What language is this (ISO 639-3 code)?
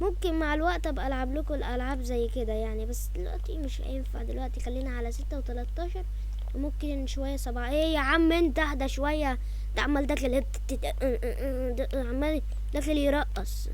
arz